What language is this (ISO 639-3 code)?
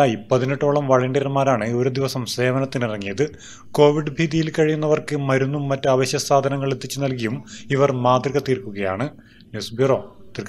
mal